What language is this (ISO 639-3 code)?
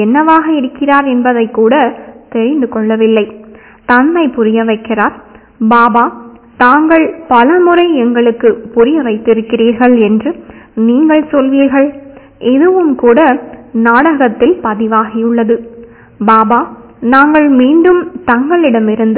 tam